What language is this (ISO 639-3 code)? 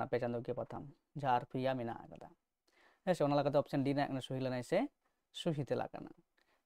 sat